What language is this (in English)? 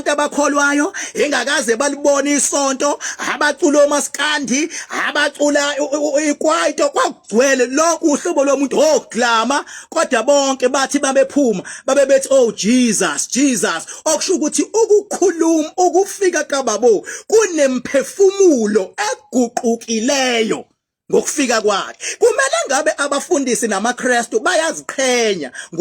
Zulu